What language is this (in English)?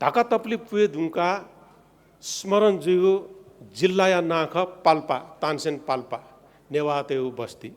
Newari